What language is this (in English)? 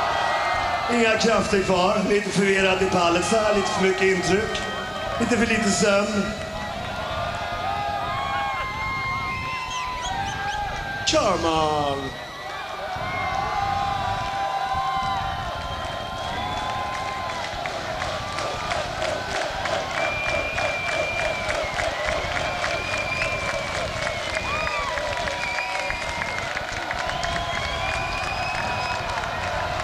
Swedish